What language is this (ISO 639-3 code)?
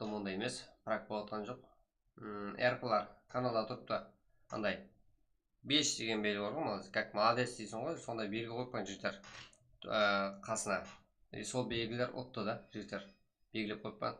kaa